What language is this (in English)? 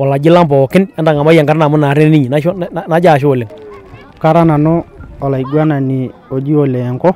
Masai